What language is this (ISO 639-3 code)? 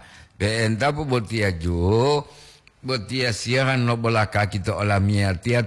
gor